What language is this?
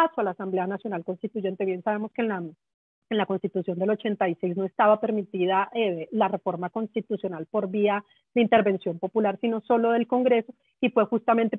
Spanish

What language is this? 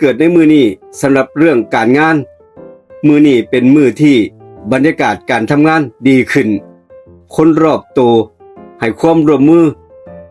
Northeastern Thai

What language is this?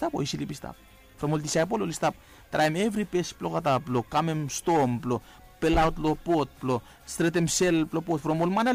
Bislama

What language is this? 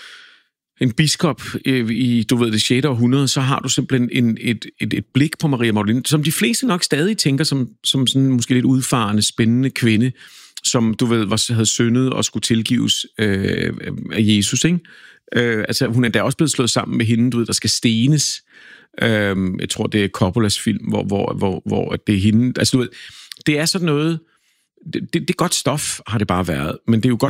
Danish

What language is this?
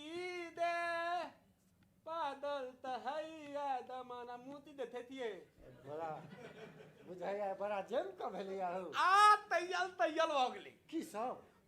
Maithili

